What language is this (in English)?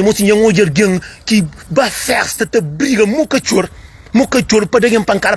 Kabuverdianu